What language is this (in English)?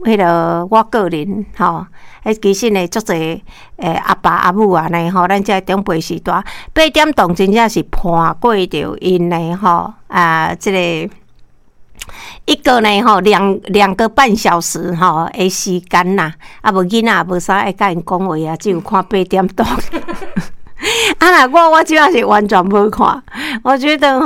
Min Nan Chinese